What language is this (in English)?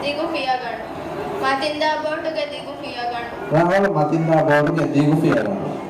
Divehi